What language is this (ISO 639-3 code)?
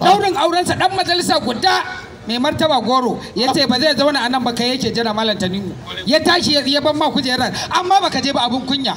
hau